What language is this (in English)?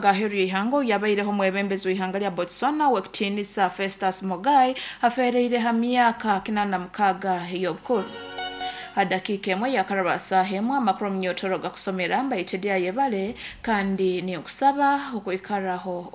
Nyankole